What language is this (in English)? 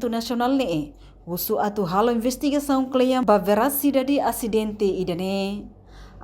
Tetum